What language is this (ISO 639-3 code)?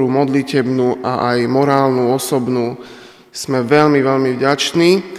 slk